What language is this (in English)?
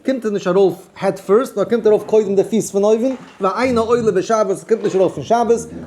Yiddish